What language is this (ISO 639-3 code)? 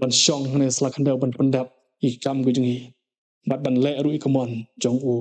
kha